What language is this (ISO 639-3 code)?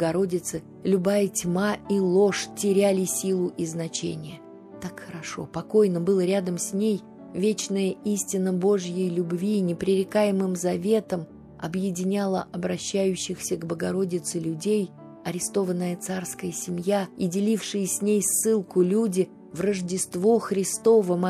rus